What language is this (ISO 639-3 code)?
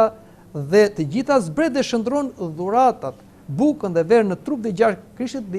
sqi